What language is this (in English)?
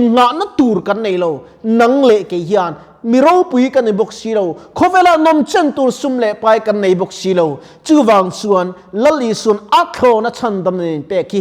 Mizo